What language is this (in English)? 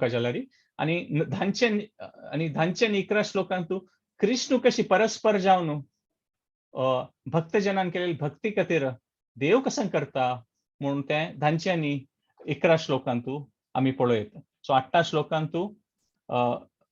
Konkani